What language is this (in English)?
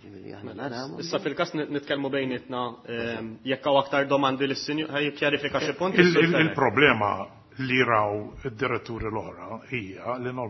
Maltese